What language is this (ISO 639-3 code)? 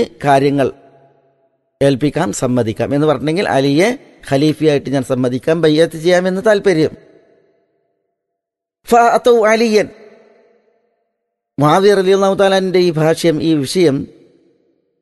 mal